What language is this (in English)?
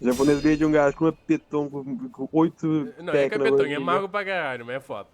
Kabuverdianu